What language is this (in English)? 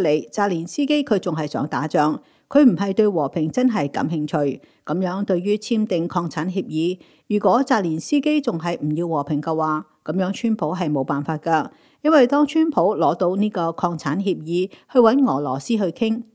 Cantonese